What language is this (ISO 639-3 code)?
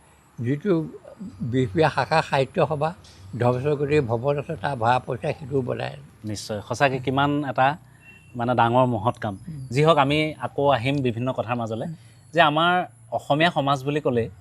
asm